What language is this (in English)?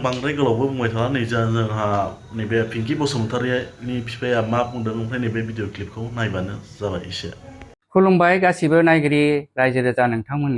Bodo